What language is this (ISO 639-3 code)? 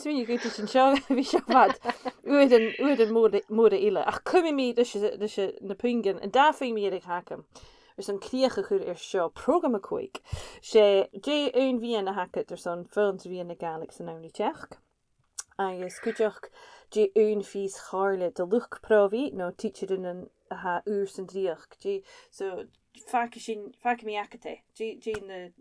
gla